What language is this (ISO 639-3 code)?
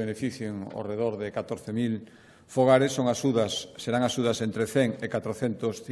glg